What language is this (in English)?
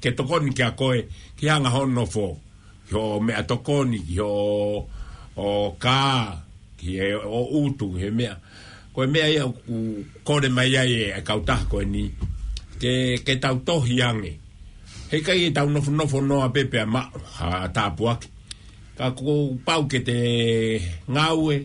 Tongan